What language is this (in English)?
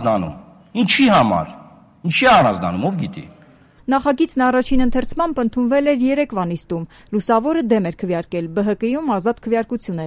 Armenian